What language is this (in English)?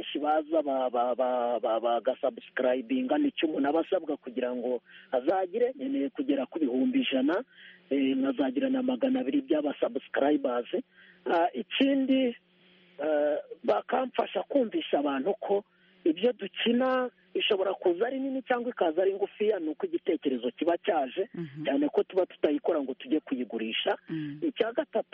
Kinyarwanda